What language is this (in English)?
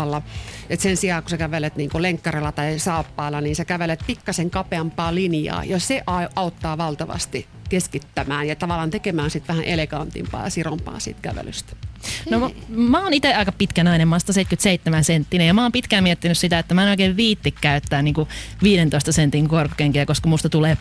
Finnish